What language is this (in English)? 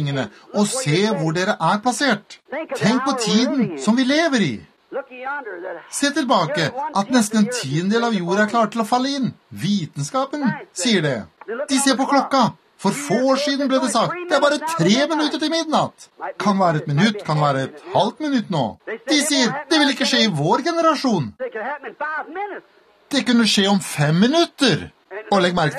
Norwegian